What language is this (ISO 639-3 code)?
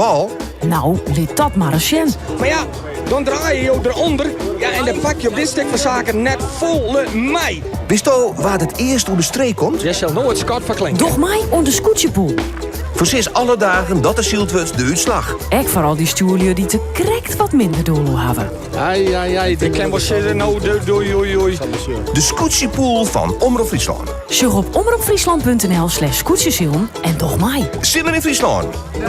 fry